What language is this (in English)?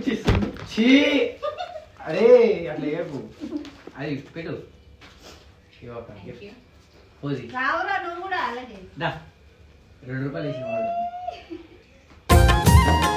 Telugu